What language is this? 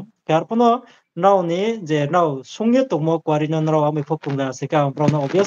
Riang (India)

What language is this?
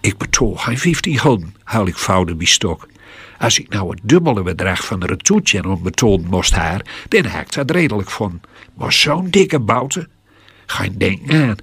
Gronings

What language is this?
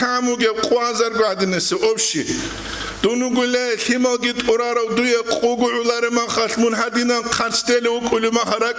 Avaric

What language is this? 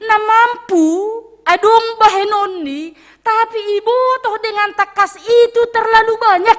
Batak Simalungun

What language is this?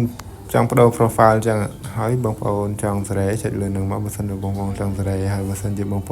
Khmer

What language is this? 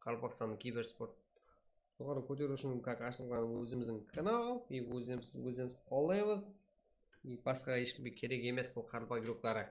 Kara-Kalpak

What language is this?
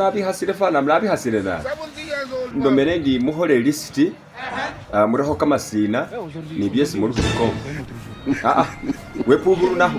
Masaaba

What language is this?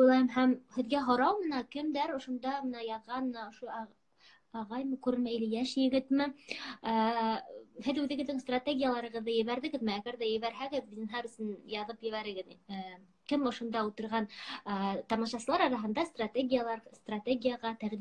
Bashkir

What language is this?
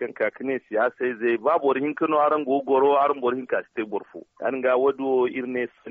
Zarma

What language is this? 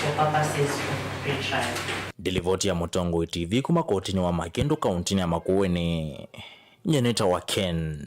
Kamba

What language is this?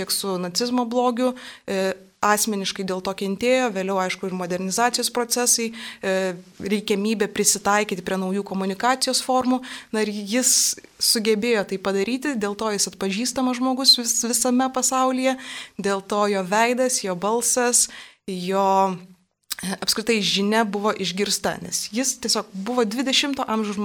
Lithuanian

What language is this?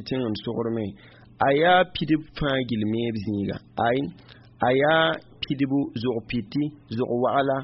Mossi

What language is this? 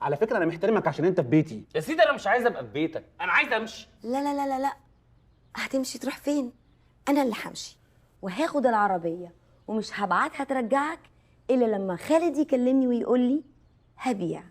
Egyptian Arabic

